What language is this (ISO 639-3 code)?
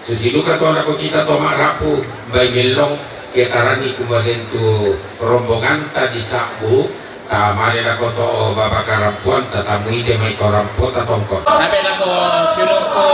sda